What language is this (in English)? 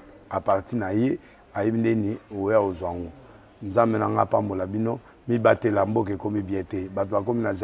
Lingala